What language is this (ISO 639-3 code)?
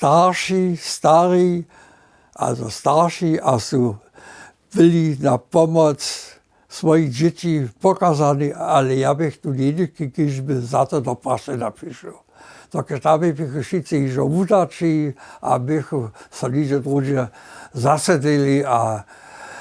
hsb